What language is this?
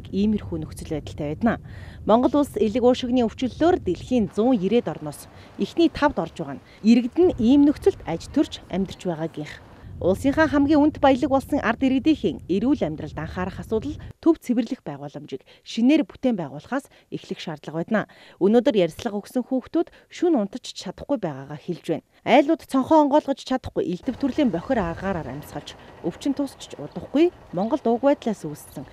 Mongolian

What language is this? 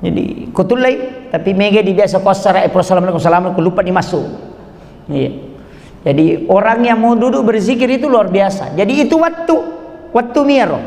Buginese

